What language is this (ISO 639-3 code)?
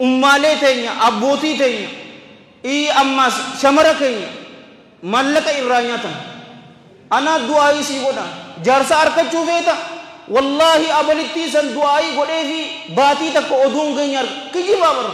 orm